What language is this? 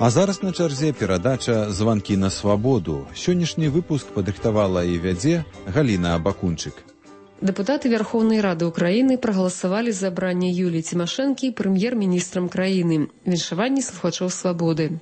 Belarusian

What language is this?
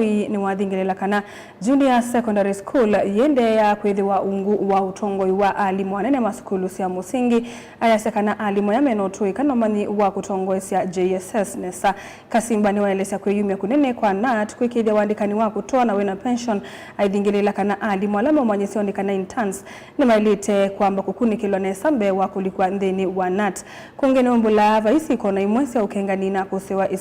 Kamba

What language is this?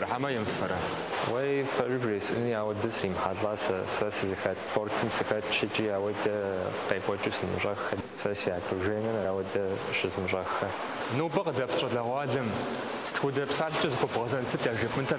Kabardian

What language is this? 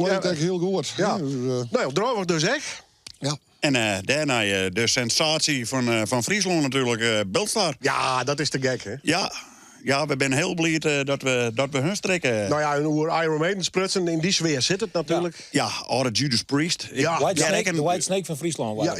Western Frisian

